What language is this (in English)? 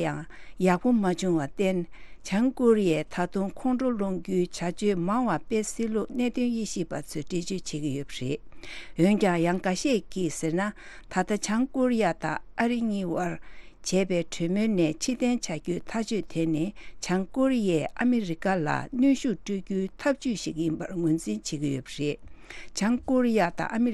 Tibetan